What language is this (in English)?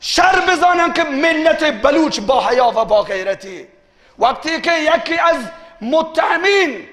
Baluchi